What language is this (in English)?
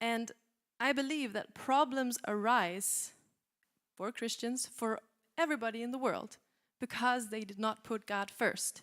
English